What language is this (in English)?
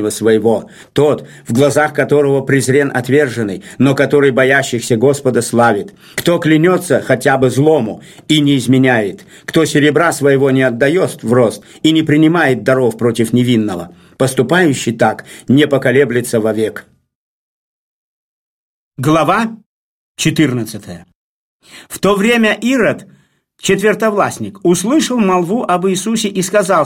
Russian